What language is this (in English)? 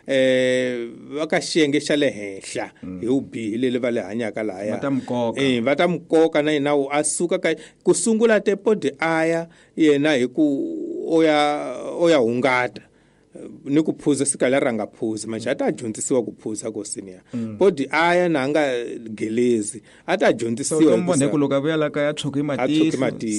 Tsonga